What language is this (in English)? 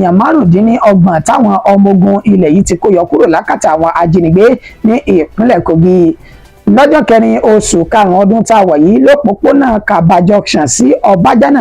Yoruba